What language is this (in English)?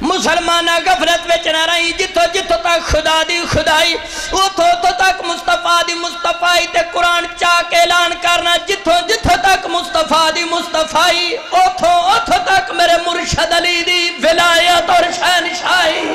Saraiki